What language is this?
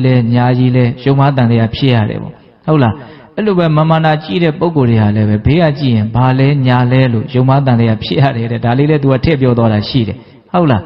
Burmese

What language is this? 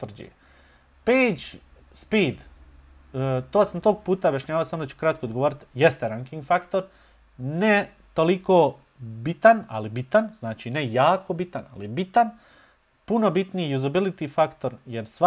Bosnian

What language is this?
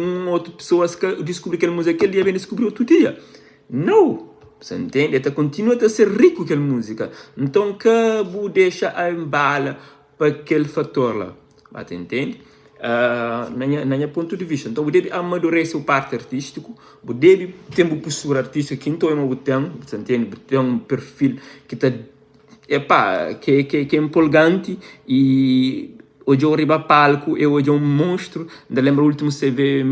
Kabuverdianu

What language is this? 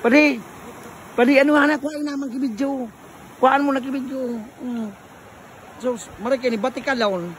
Bikol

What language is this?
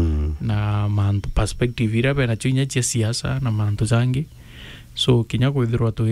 Meru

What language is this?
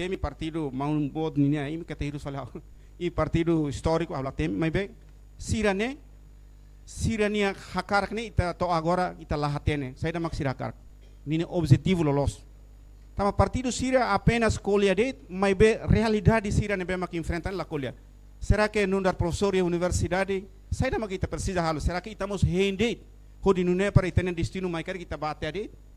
Tetum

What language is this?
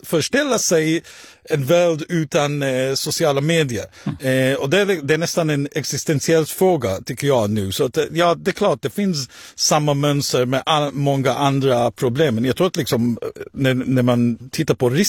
Swedish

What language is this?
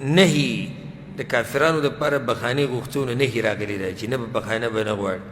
Pashto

